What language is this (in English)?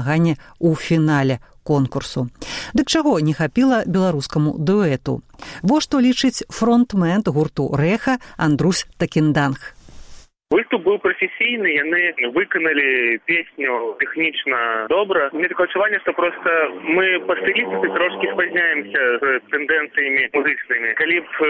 Belarusian